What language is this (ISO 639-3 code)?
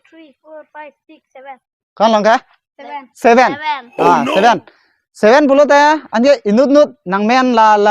mjw